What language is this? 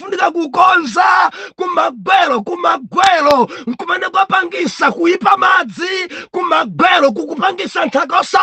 Nyanja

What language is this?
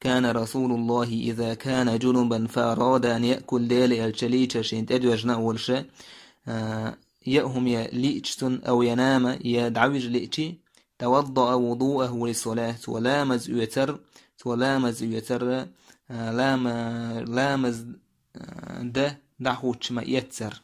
Chechen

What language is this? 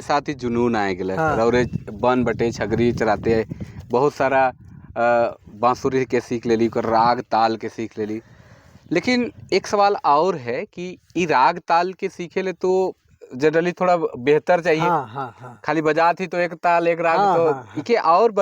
Sadri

